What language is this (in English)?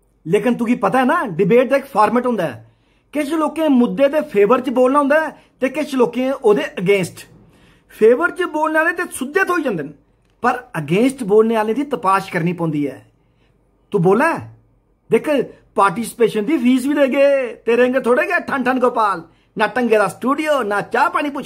Dogri